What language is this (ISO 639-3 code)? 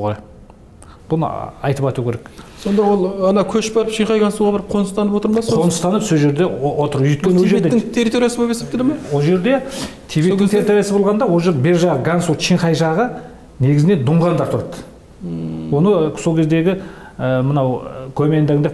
kaz